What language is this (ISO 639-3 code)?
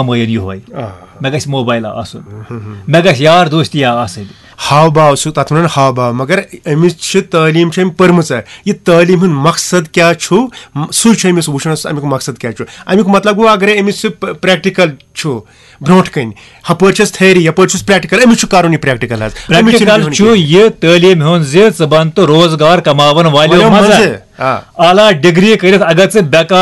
kas